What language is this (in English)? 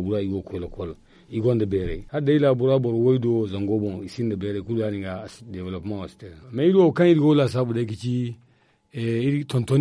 Zarma